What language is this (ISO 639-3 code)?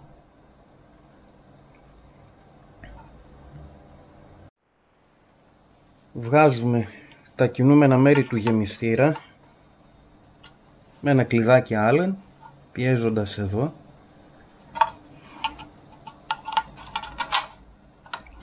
ell